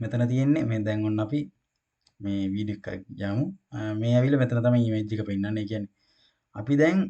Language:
Sinhala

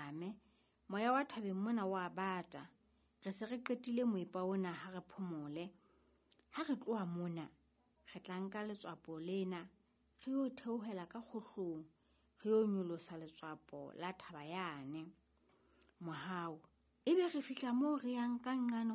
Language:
Southern Sotho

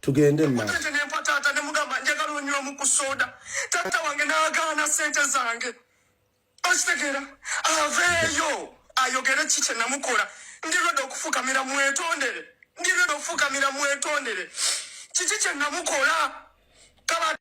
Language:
Ganda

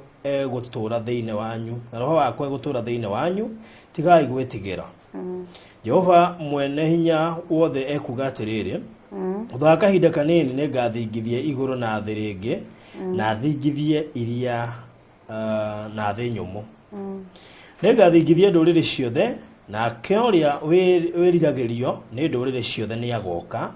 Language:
Kikuyu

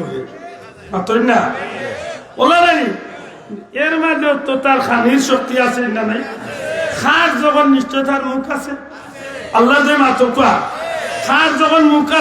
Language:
Sylheti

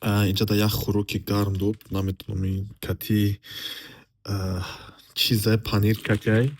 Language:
Tajik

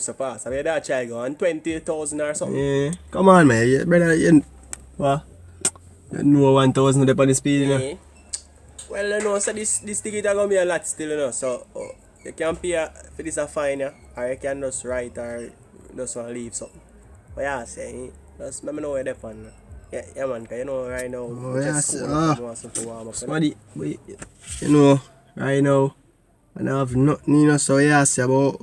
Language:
Jamaican Creole English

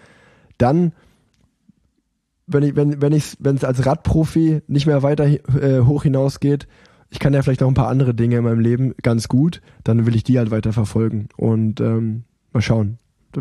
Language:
German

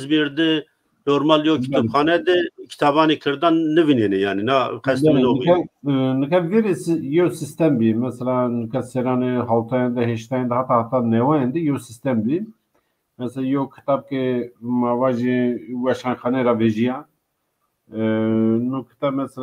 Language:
Zaza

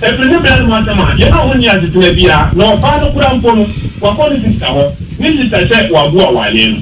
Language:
Akan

